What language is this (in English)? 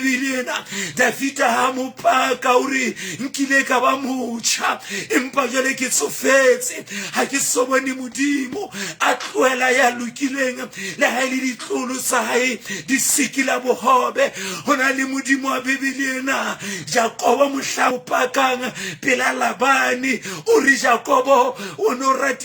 Southern Sotho